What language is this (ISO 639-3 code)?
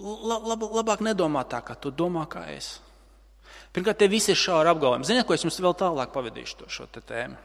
lav